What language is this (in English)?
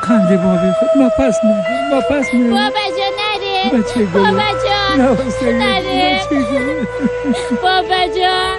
Persian